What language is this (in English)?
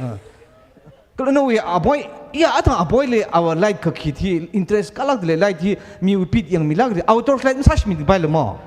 Tangkhul Naga (India)